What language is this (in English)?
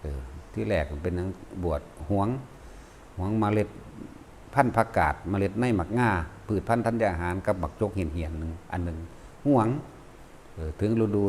Northeastern Thai